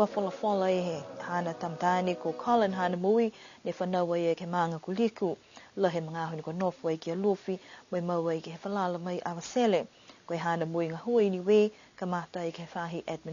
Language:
Niuean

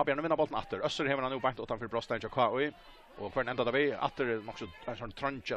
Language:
Faroese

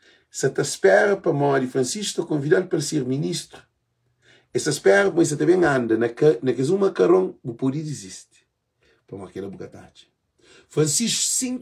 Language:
Kabuverdianu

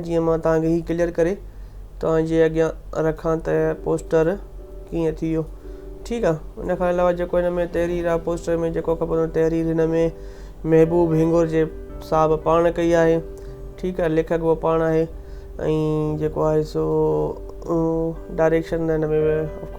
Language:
Sindhi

